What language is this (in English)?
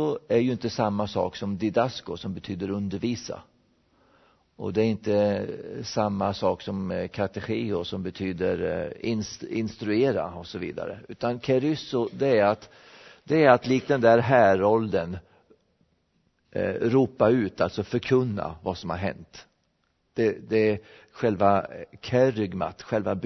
Swedish